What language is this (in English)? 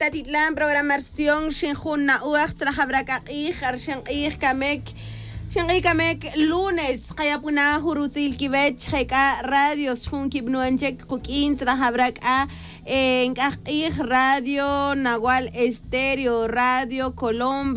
Tz'utujil